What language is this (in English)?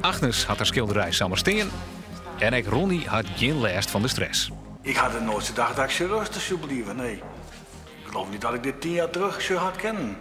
Western Frisian